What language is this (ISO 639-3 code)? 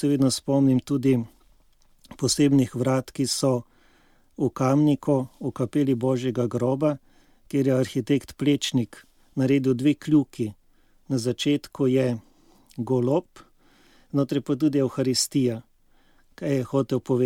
slv